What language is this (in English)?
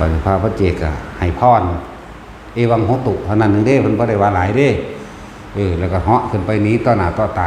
Northeastern Thai